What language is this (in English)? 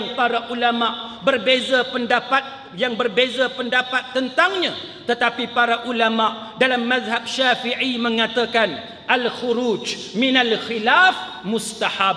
Malay